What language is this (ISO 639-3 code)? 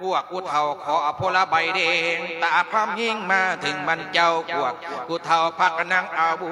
lao